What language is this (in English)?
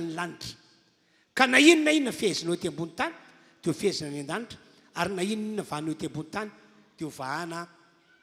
Malagasy